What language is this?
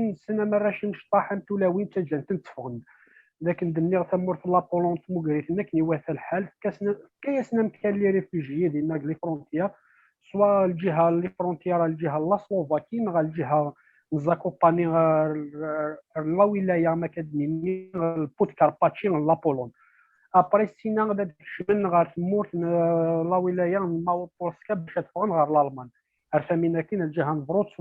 Kabyle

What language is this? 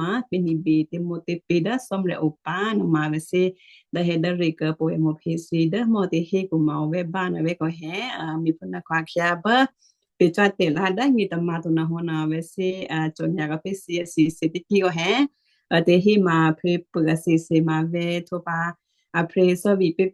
Western Kayah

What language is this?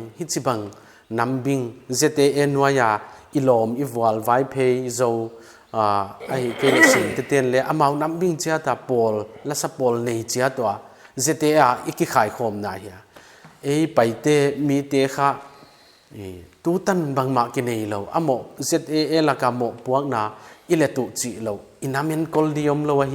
Paite Chin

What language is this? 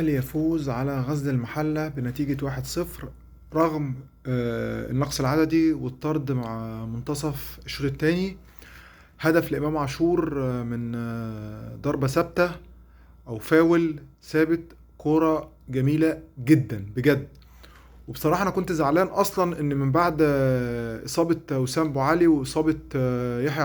Egyptian Arabic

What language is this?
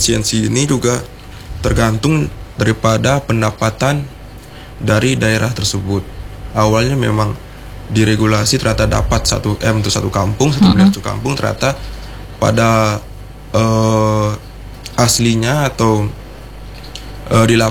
Indonesian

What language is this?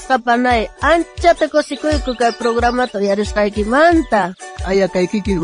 South Bolivian Quechua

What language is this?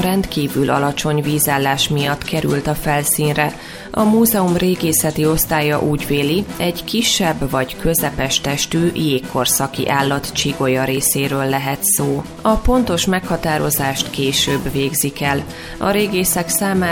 Hungarian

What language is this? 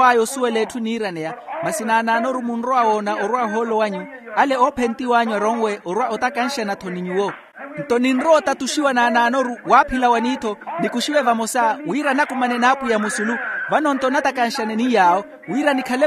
Makhuwa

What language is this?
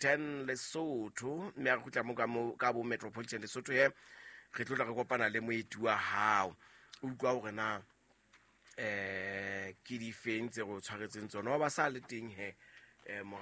Southern Sotho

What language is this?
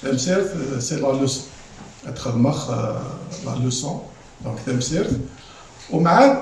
Kabyle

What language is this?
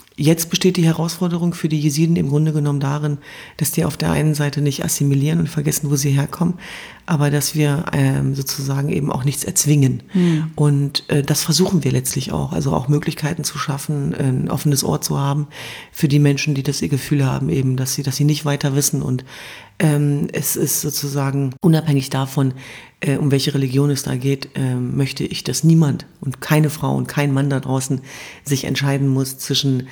German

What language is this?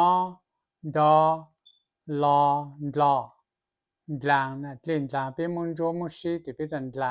Hmong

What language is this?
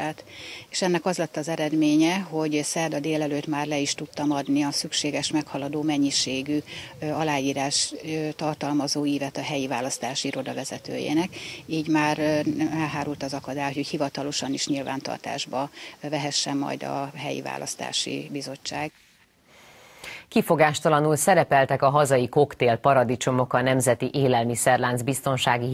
Hungarian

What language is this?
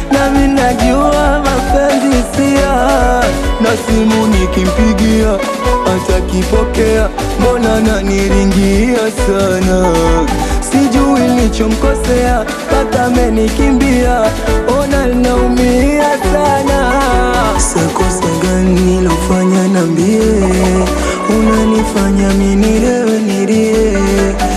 Swahili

